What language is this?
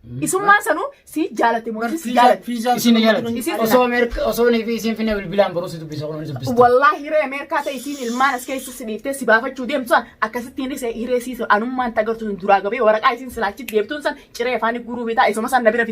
Oromo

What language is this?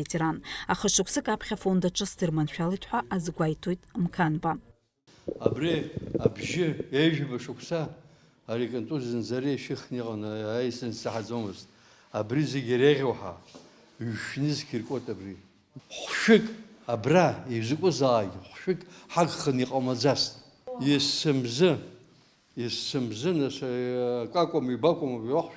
Abkhazian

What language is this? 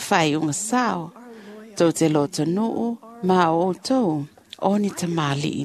Samoan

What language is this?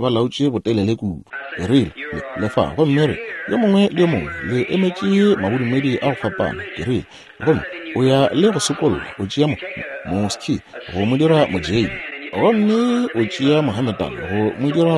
Northern Sotho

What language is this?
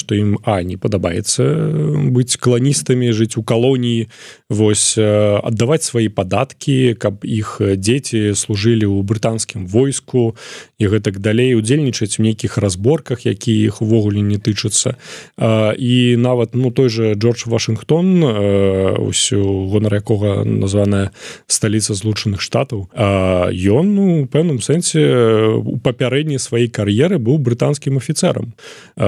Belarusian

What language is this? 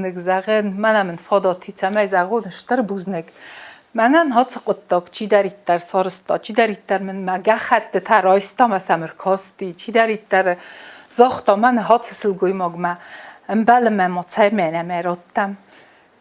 Ossetic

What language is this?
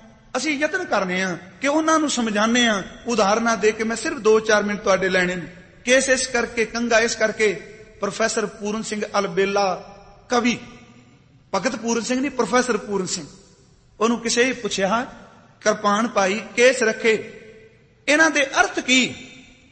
Punjabi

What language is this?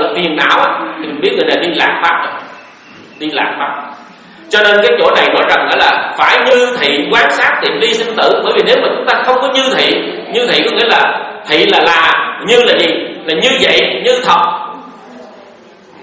Vietnamese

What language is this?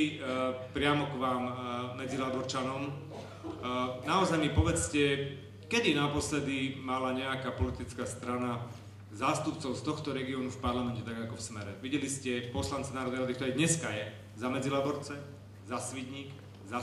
Slovak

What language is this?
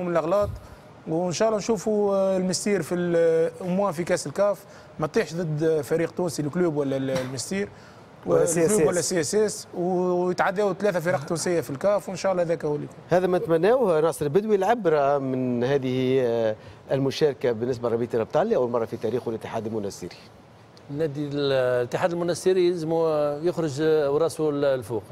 Tunisian Arabic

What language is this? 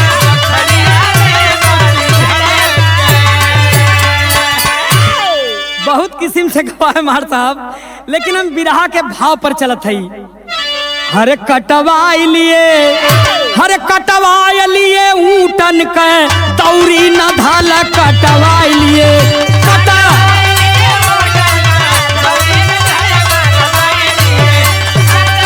Bhojpuri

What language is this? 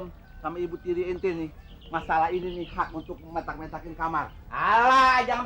Betawi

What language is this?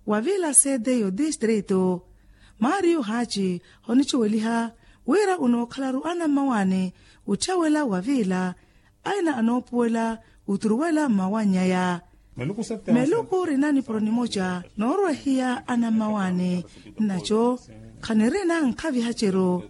Makhuwa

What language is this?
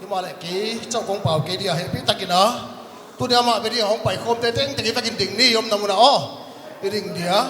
Paite Chin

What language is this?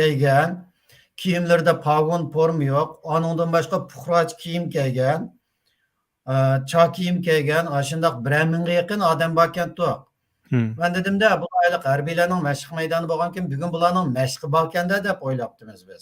Uyghur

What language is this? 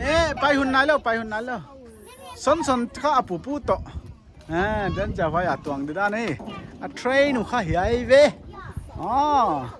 Paite Chin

